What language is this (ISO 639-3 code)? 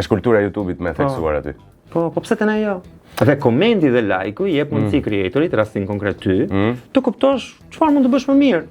sqi